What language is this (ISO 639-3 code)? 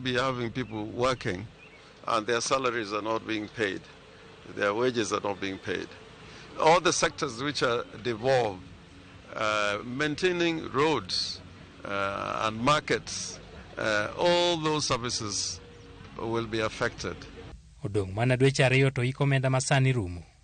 luo